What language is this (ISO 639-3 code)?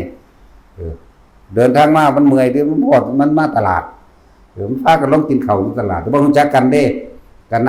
tts